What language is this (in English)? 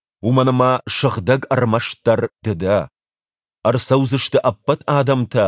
Ossetic